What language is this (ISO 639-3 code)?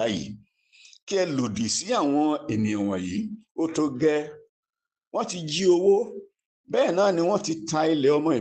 yor